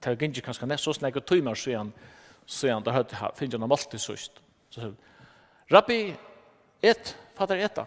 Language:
Faroese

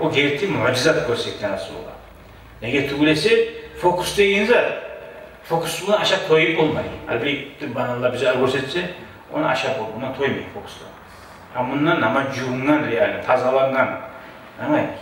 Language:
Kumyk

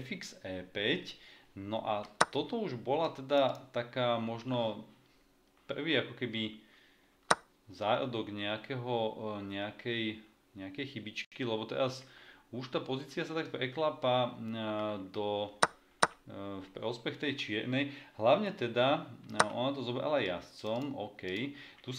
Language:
Slovak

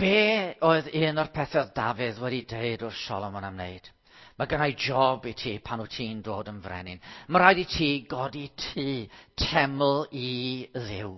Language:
Welsh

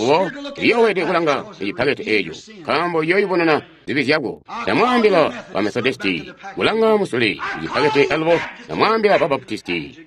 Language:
Tonga (Zambia)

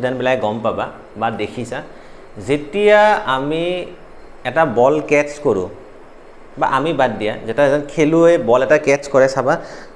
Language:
Assamese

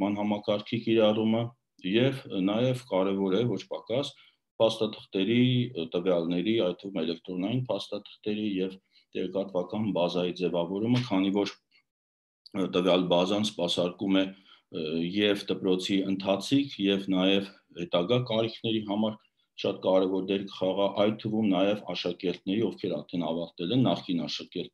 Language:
Armenian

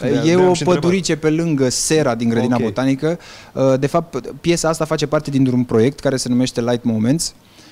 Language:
Romanian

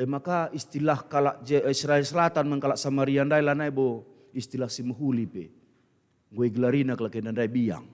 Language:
Batak Karo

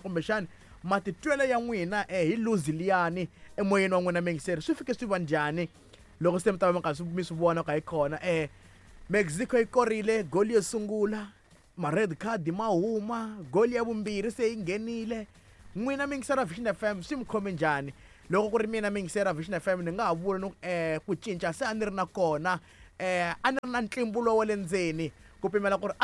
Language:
Tsonga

